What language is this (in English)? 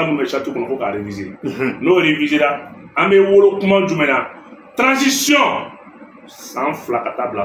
Bambara